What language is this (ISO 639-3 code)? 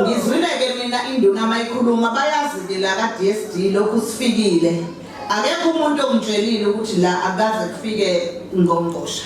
zul